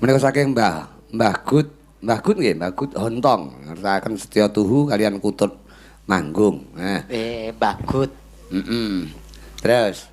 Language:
Javanese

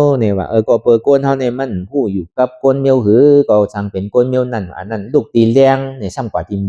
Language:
Shan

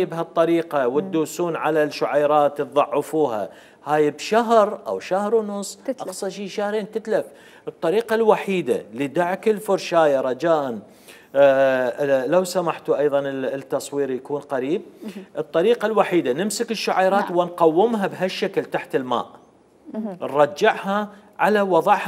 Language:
Mesopotamian Arabic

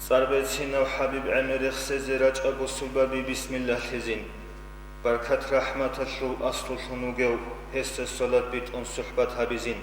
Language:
Avaric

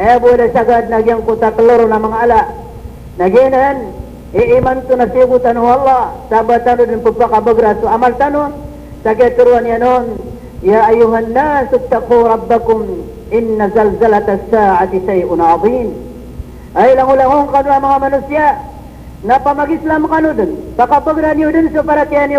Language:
Maranao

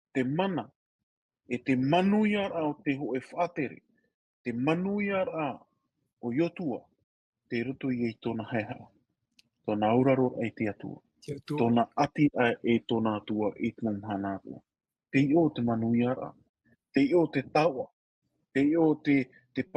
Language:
Tahitian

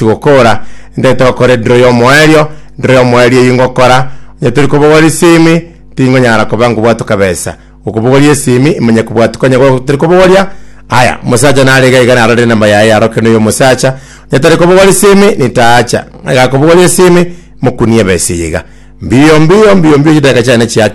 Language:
Gusii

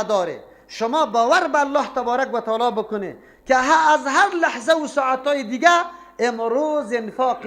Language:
Persian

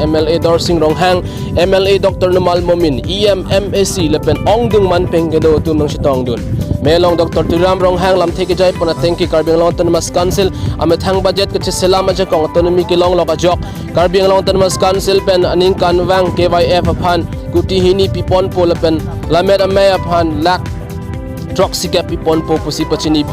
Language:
Karbi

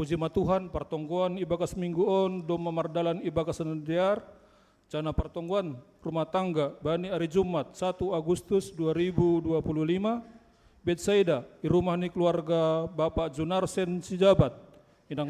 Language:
Batak Simalungun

